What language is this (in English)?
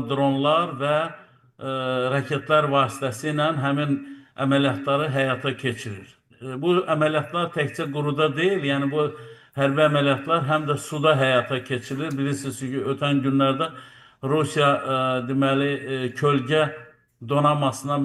Azerbaijani